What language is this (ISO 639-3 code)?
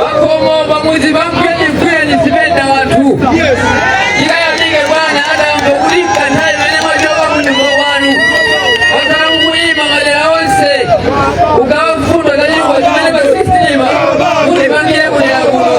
nya